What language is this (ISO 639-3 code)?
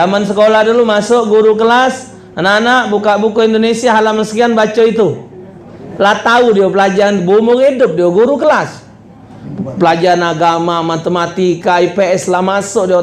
mui